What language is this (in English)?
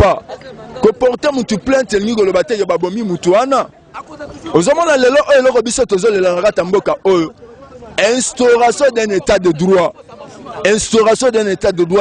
Lingala